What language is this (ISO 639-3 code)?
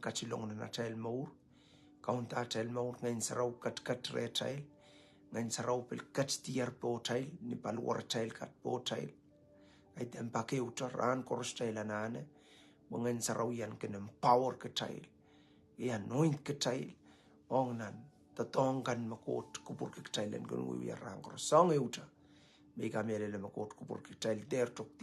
pon